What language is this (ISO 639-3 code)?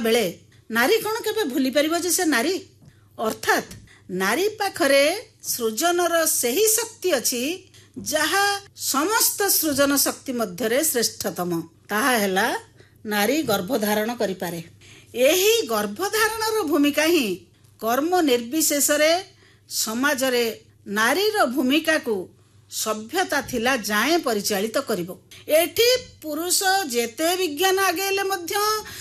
ori